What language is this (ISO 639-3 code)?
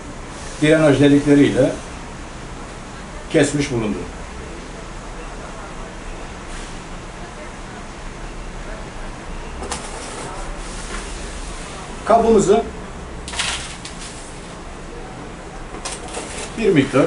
tur